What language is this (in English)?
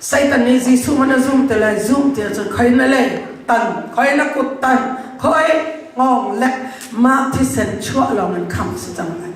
Hakha Chin